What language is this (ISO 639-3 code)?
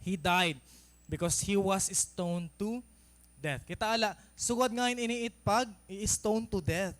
war